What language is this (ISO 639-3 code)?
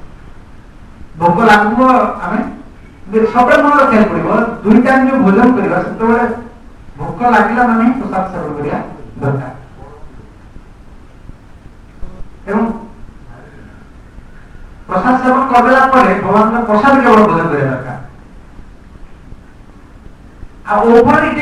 ori